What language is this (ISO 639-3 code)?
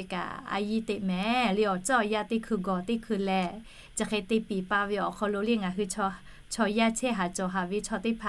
lhu